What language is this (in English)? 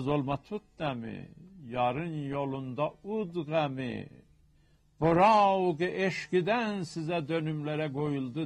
South Azerbaijani